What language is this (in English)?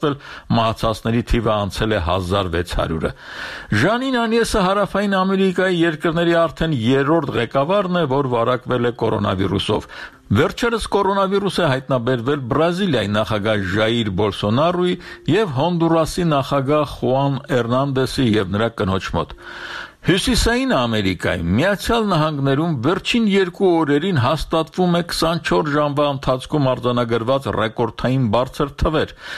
Armenian